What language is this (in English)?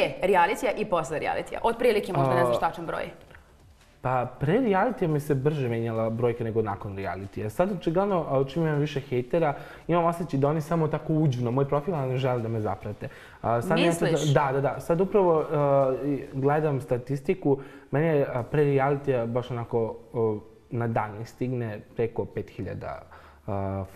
Serbian